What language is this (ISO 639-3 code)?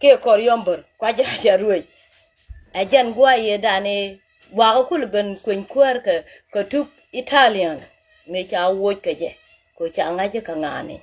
nus